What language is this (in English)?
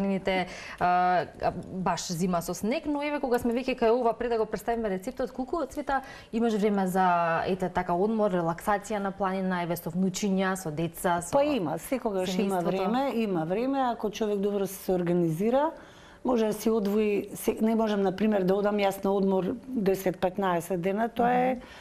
Macedonian